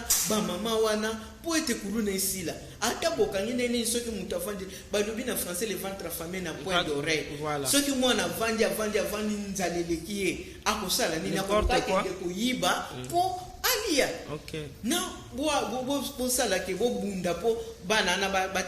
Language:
Lingala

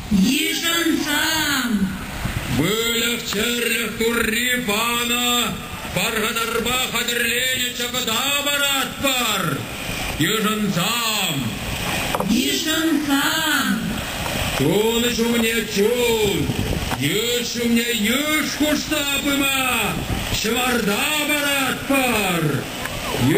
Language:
Chuvash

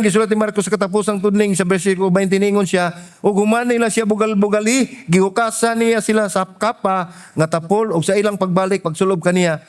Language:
Cebuano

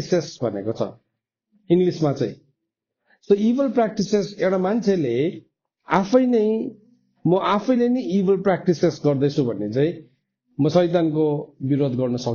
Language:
Nepali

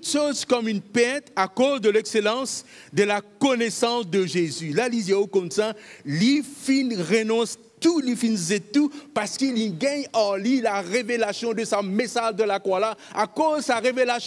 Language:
Morisyen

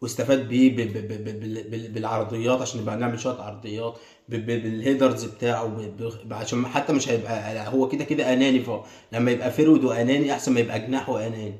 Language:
Egyptian Arabic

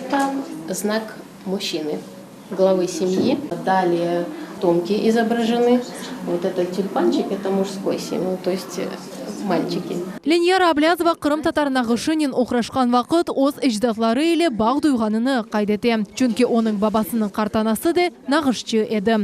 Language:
Crimean Tatar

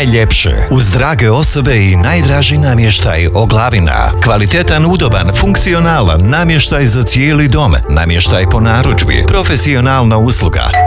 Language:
Croatian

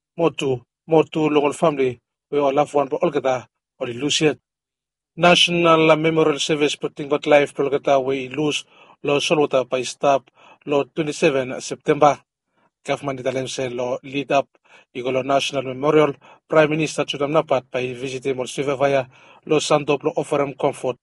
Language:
Bislama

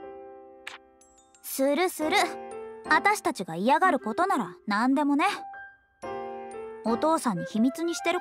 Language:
Japanese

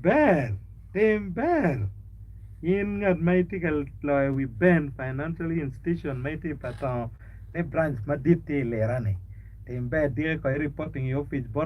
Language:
Acoli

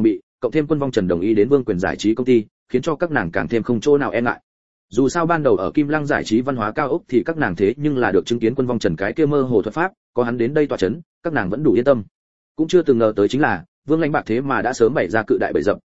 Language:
Vietnamese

